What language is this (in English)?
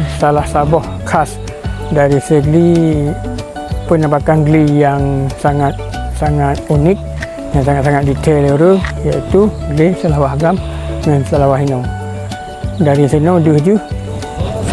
Achinese